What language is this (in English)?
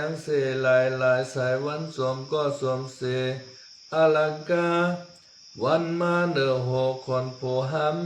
Shan